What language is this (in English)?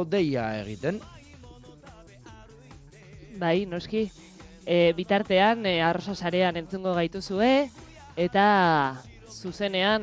Basque